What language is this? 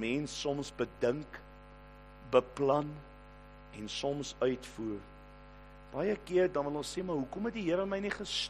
Afrikaans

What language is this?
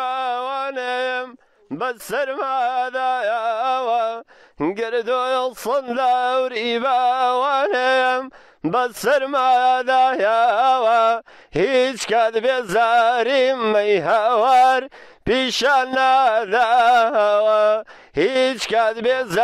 Central Kurdish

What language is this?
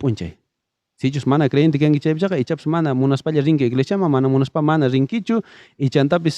South Bolivian Quechua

